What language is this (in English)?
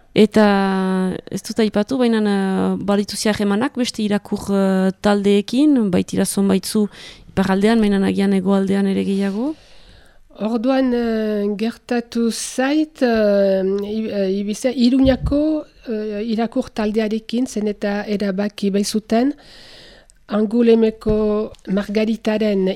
Basque